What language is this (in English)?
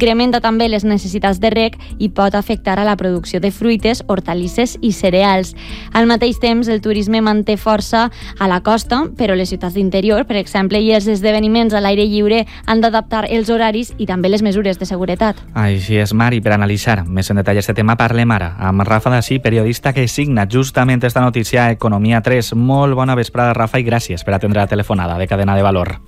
Catalan